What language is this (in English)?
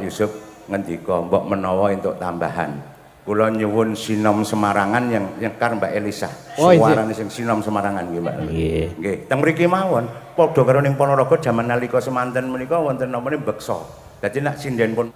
Javanese